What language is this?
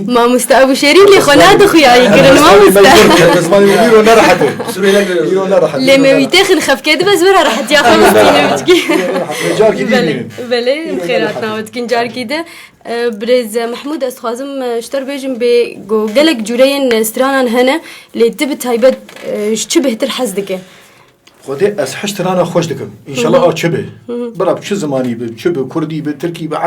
Kurdish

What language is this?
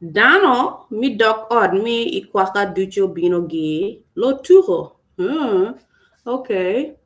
Acoli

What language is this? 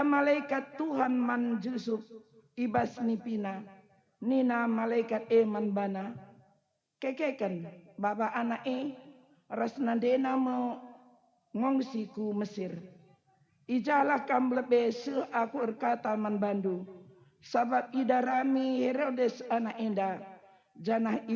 Batak Karo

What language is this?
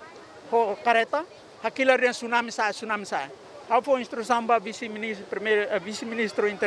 Tetum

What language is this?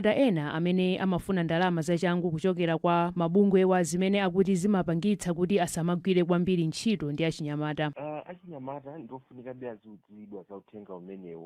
Nyanja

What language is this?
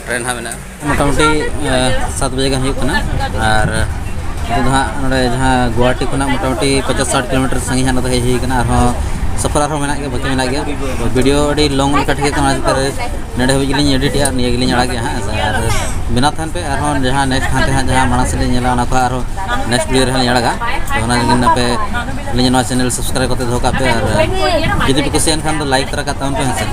Santali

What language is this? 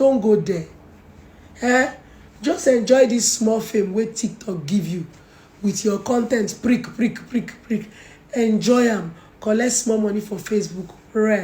Nigerian Pidgin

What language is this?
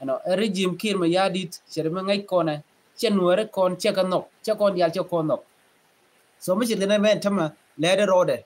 Nuer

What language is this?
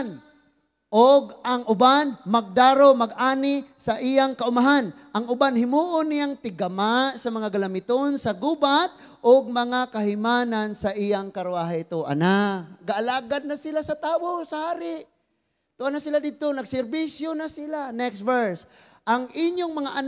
Cebuano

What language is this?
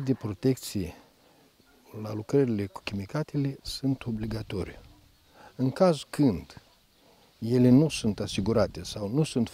Romanian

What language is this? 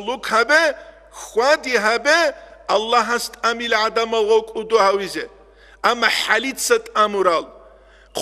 Avaric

